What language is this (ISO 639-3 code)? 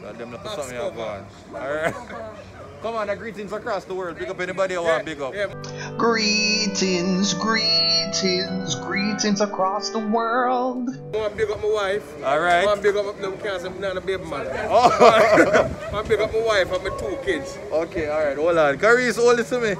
jam